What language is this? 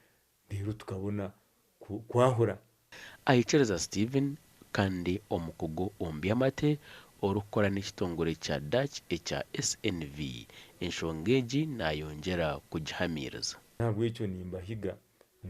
Nyankole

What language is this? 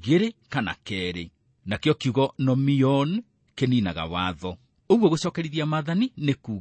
Kikuyu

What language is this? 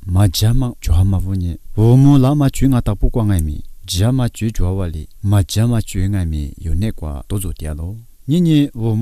Lisu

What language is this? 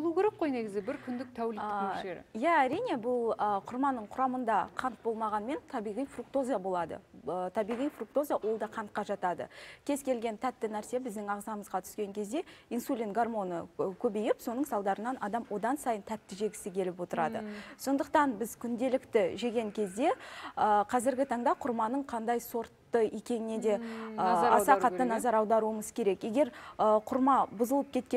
Kazakh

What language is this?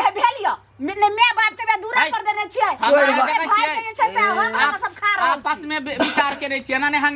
Maithili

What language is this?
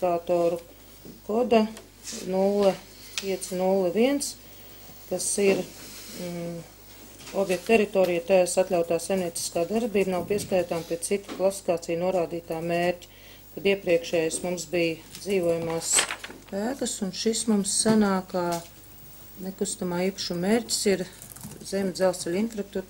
Latvian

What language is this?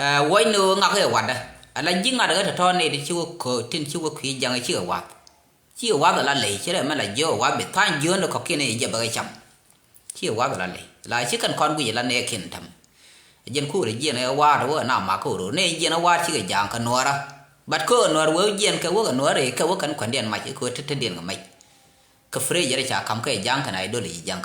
Nuer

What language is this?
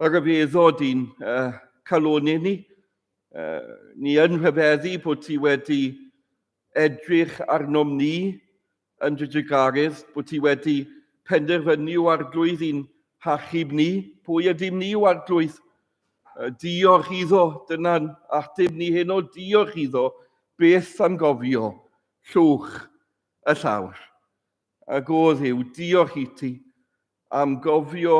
Welsh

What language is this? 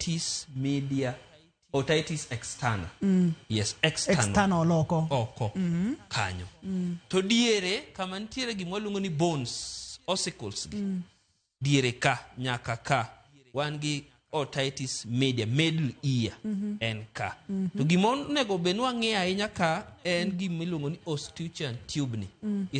Luo (Kenya and Tanzania)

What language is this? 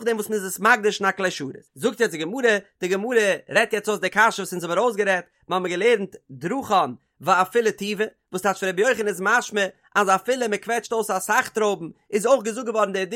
Yiddish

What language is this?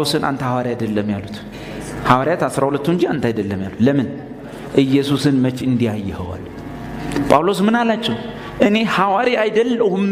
Amharic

